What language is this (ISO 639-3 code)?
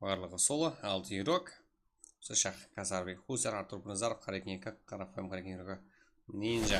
kaa